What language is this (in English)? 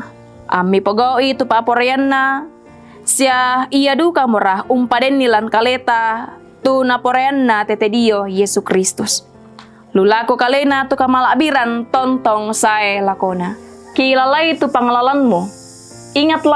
Toraja-Sa'dan